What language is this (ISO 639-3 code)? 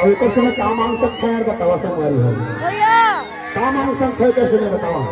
hne